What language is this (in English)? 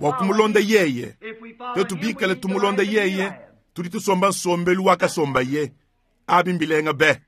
Luba-Lulua